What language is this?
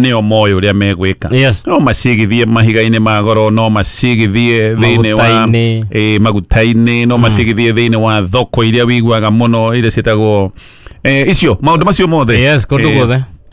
Kikuyu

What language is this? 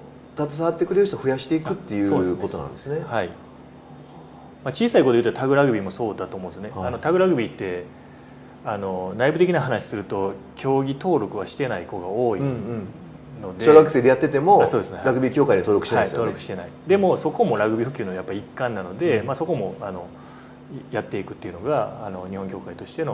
Japanese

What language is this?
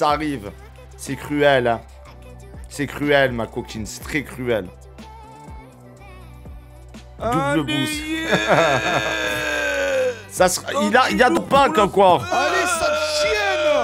French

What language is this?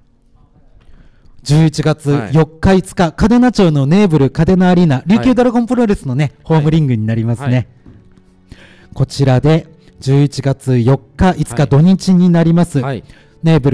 Japanese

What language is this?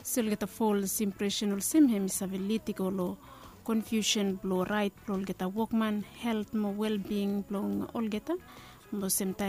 Bislama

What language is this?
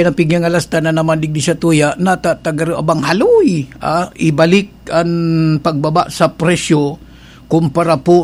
Bikol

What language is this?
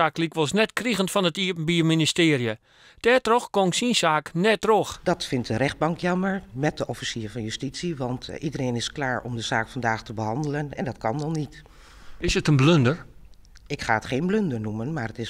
Western Frisian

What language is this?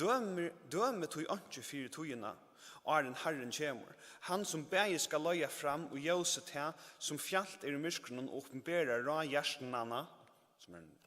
Faroese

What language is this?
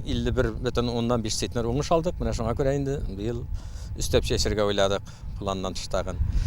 Tatar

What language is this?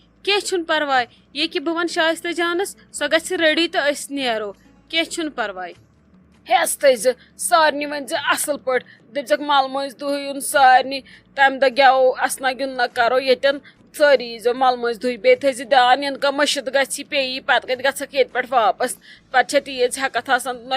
Kashmiri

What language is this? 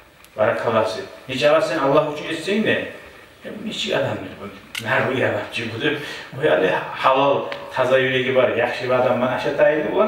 Kumyk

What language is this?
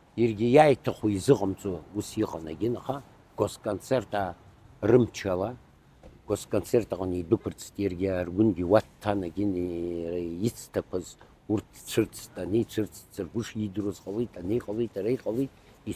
Abkhazian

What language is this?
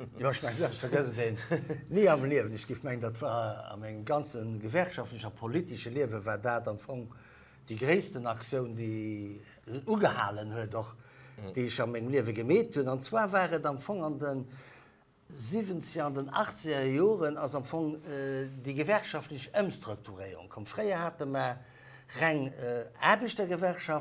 Luxembourgish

